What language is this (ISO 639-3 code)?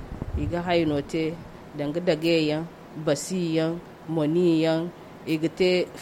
dje